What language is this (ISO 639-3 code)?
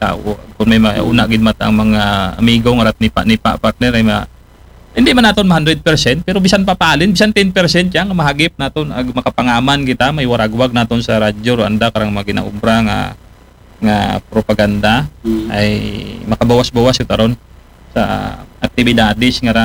akl